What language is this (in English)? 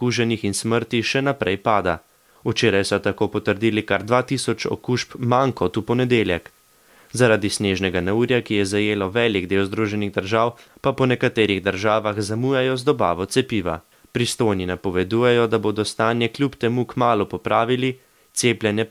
Slovenian